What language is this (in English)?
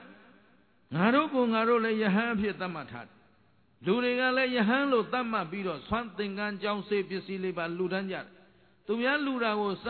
Burmese